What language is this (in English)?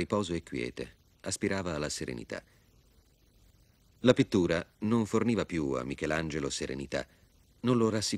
Italian